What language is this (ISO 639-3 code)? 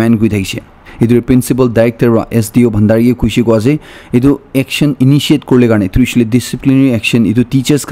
nag